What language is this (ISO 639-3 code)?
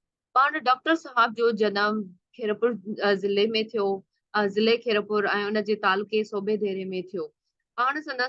snd